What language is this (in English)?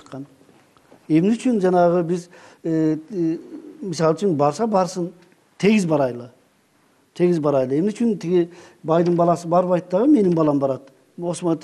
Kyrgyz